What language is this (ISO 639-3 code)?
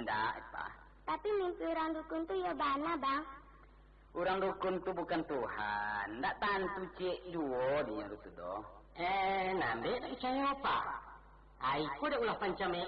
min